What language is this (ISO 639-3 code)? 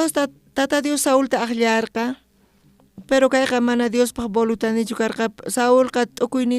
quh